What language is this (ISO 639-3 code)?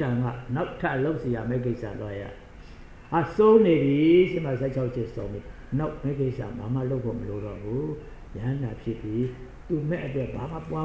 mya